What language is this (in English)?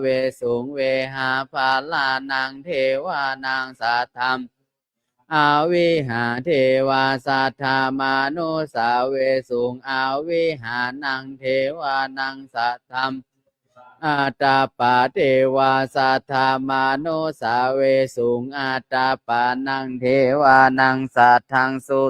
Pali